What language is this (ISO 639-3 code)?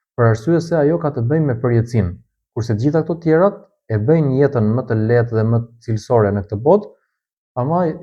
sqi